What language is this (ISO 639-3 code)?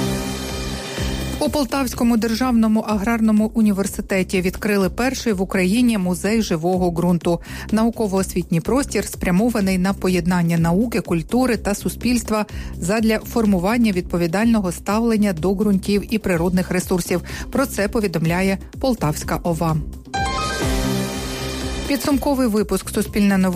ukr